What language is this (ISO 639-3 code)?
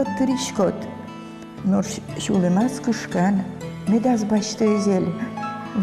udm